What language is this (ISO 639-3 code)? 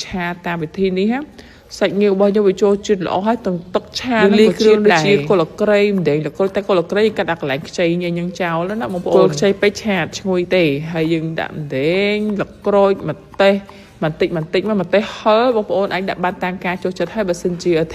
khm